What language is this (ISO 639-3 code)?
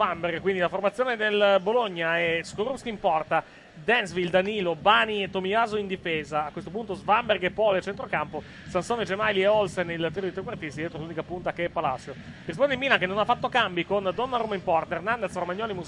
ita